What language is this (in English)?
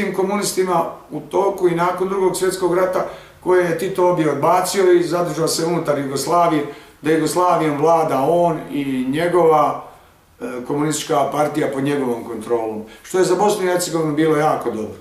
Bosnian